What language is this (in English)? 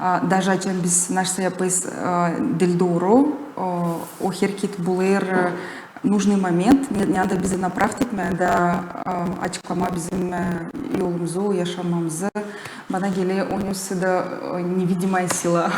Gagauz